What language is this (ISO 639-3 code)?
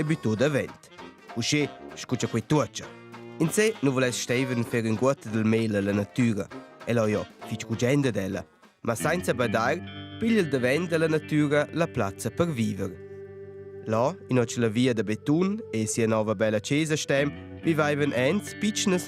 roh